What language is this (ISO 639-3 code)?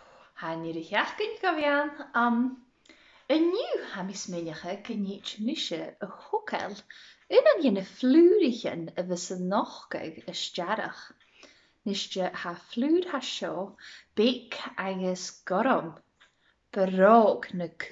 gla